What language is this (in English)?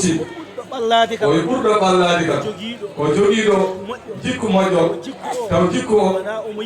Fula